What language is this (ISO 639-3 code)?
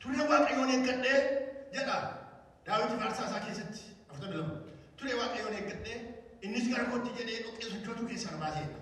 orm